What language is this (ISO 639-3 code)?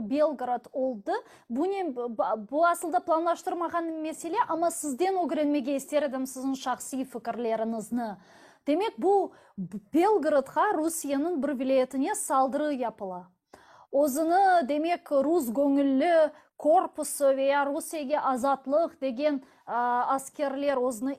crh